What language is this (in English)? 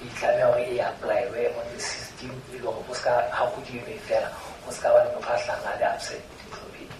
Southern Sotho